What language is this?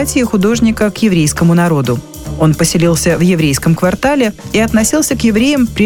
Russian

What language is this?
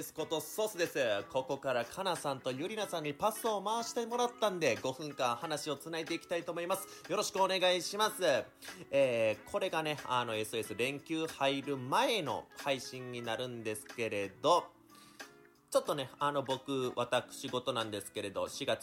Japanese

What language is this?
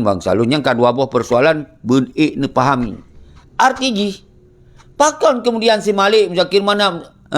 Achinese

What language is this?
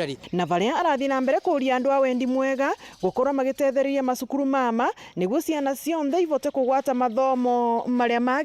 Meru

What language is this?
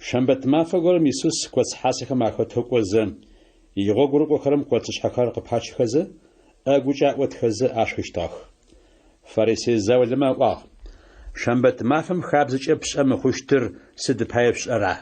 Adyghe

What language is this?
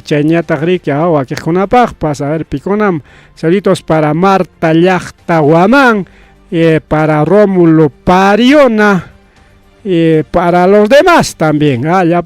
Ayacucho Quechua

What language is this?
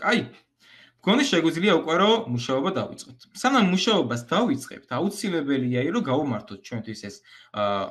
Georgian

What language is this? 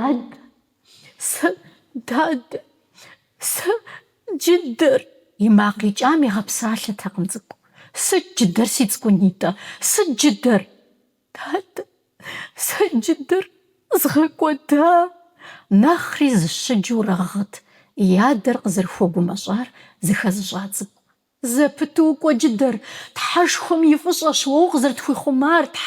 Kabardian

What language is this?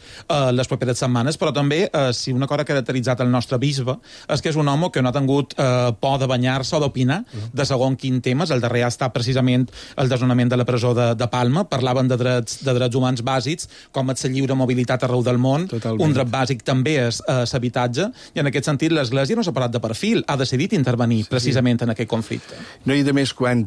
Catalan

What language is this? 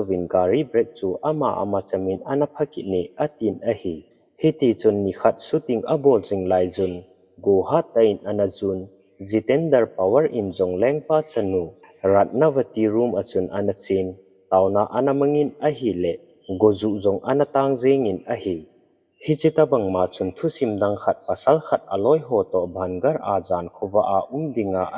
Thado Chin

